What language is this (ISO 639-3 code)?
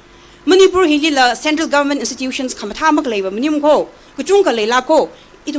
nmf